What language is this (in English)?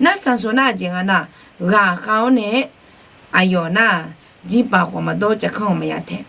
Akha